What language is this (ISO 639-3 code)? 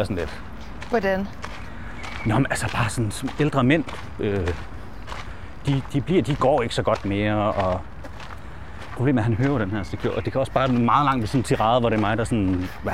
dan